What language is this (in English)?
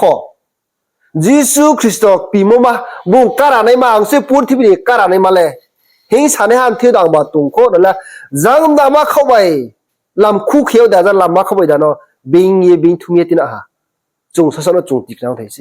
Riang (India)